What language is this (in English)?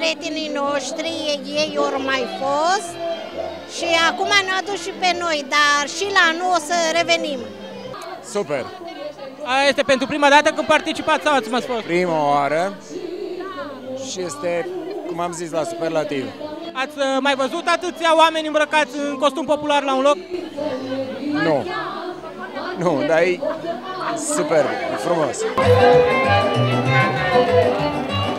Romanian